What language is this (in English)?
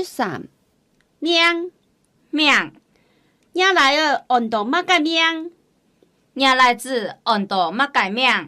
Hakka Chinese